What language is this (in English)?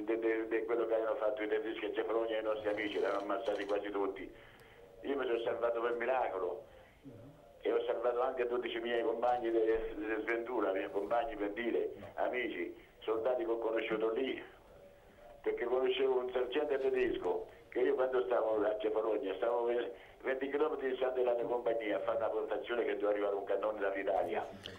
Italian